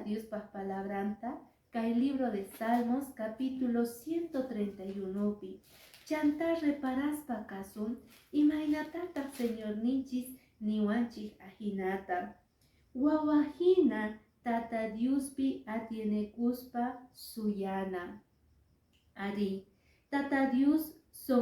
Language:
Quechua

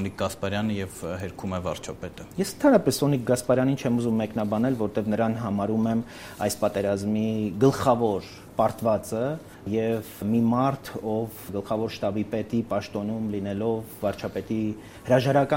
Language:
Armenian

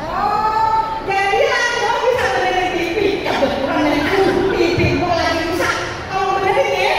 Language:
Betawi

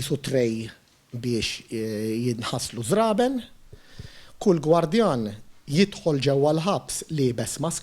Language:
Maltese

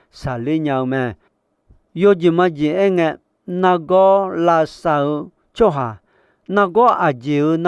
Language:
Akha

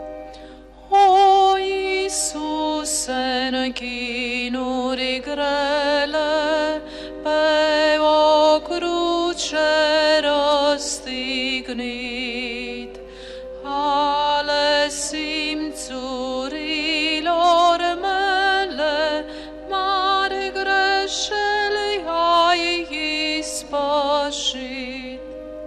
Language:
Romanian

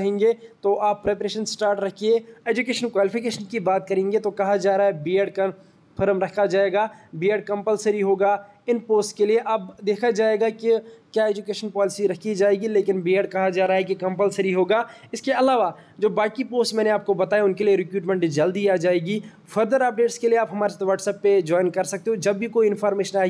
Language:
Hindi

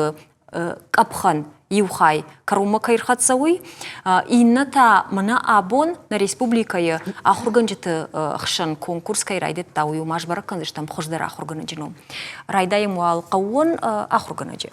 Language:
Ossetic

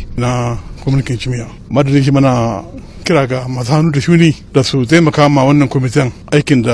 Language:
Hausa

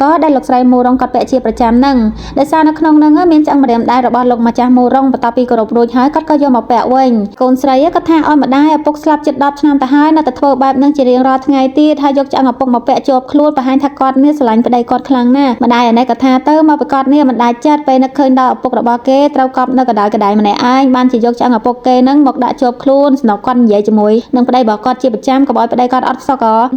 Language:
Khmer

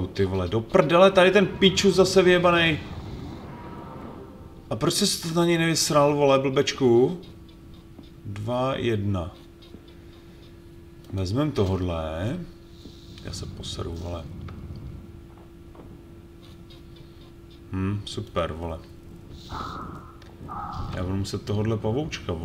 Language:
Czech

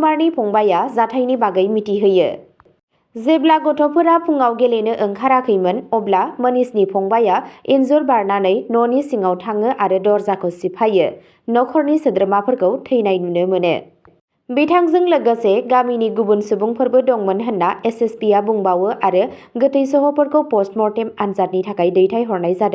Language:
Bodo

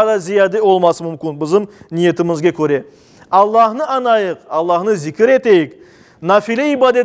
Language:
Crimean Tatar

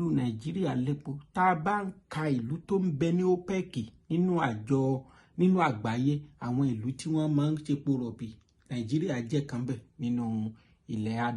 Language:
Yoruba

